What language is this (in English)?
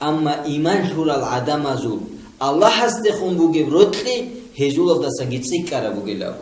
Avaric